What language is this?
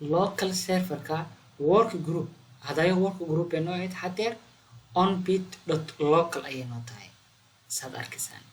Somali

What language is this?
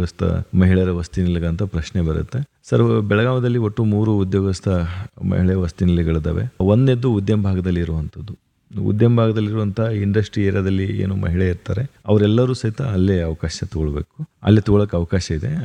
Kannada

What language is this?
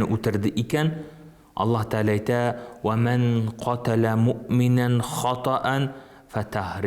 Tatar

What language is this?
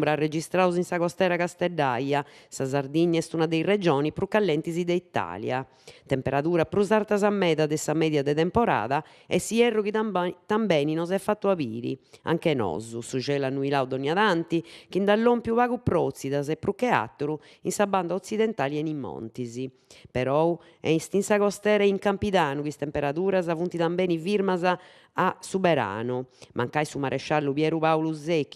Sardinian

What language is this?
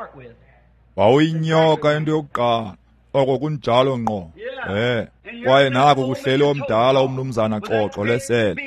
Xhosa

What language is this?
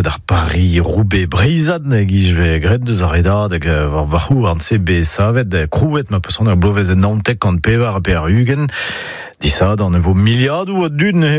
Breton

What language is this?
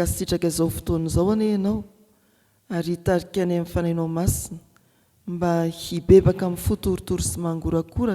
Malagasy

